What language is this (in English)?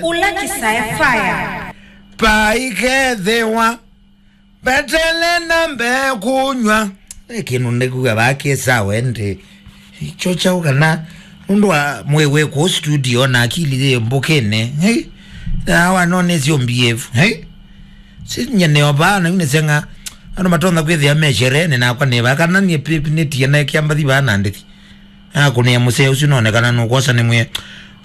Kamba